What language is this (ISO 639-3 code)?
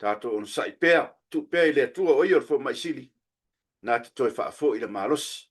smo